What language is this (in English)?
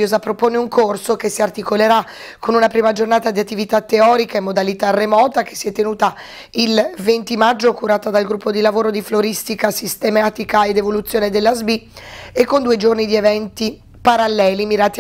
Italian